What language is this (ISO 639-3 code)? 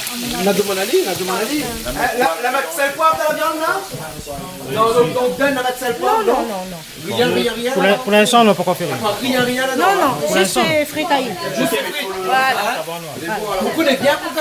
rcf